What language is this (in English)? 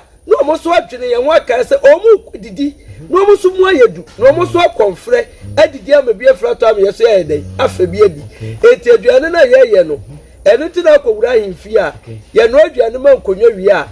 Akan